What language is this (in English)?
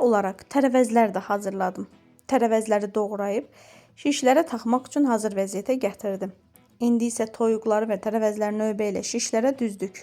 Azerbaijani